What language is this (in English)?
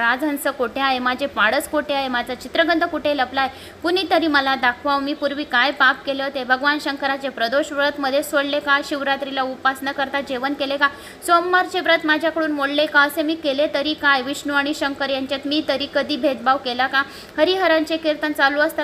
Marathi